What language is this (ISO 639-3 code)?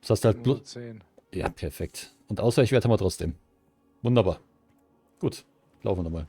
bar